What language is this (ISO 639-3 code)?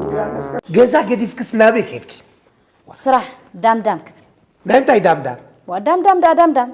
tir